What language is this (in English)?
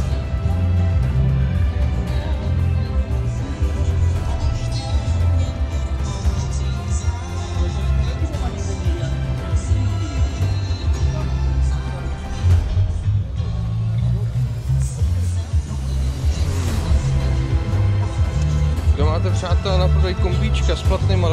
Czech